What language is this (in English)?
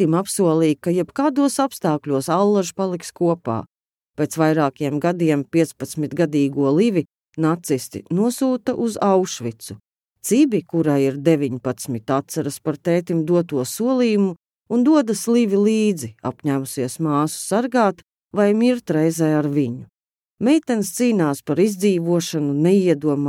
Latvian